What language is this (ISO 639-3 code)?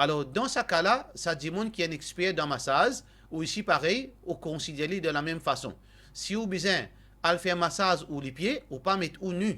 mfe